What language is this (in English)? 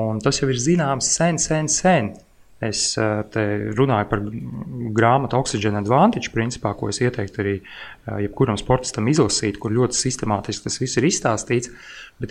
Latvian